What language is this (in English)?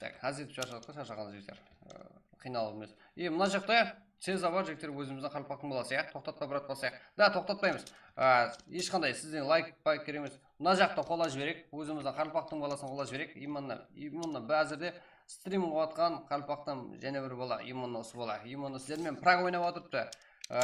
Kara-Kalpak